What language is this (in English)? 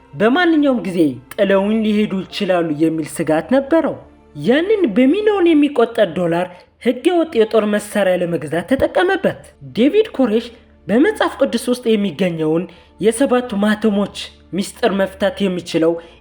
Amharic